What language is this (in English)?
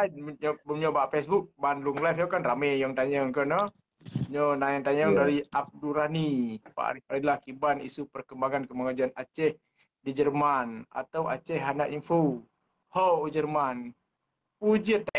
Achinese